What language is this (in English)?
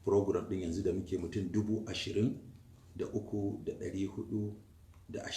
Hausa